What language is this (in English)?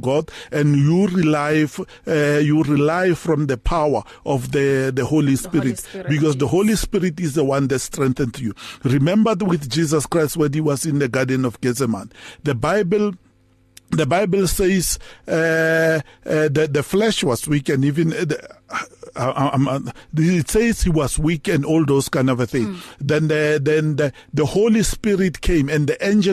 English